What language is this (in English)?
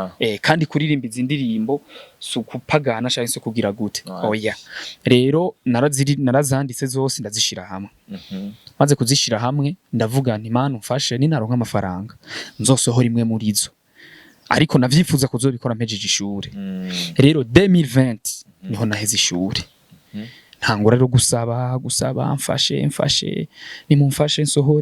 Rundi